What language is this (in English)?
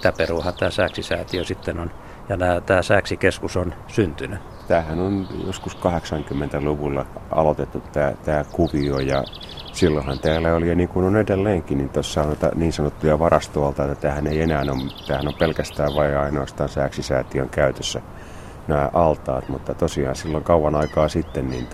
Finnish